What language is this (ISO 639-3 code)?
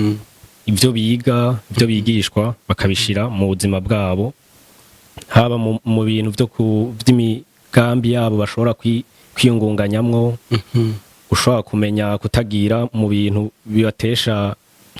run